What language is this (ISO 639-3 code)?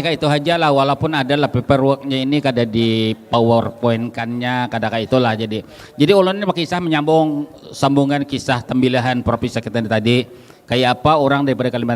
bjn